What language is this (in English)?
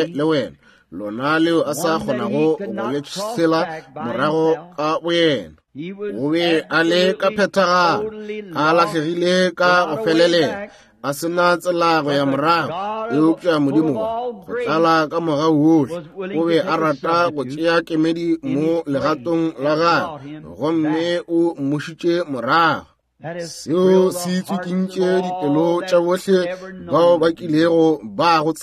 Northern Sotho